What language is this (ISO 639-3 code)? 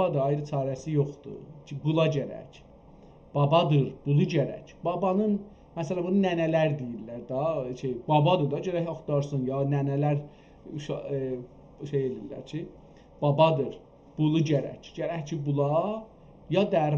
azb